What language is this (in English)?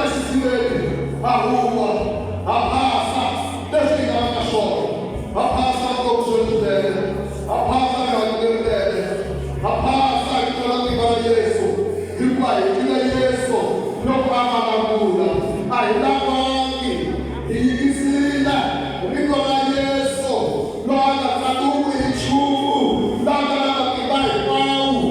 Tsonga